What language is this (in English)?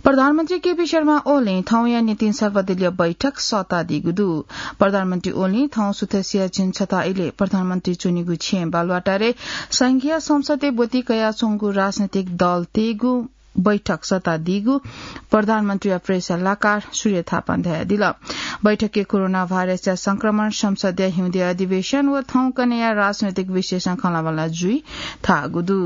Newari